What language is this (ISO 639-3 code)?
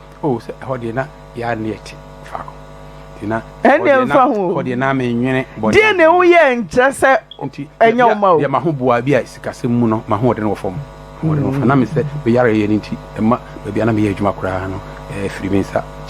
aka